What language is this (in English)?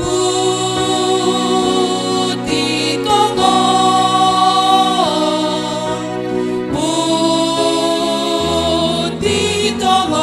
Batak Simalungun